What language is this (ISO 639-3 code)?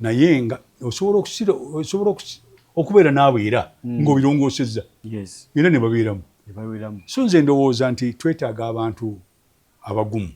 lug